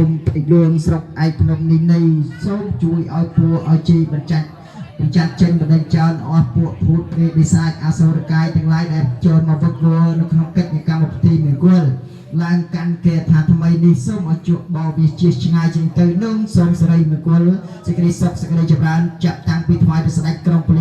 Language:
Khmer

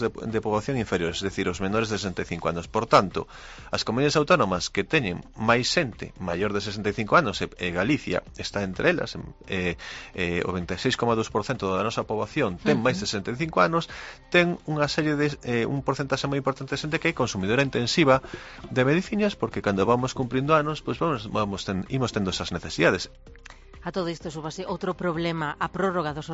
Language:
Galician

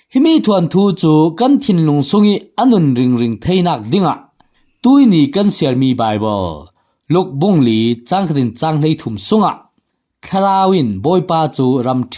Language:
Falam Chin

